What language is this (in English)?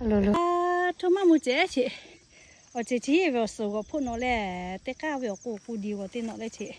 Lahu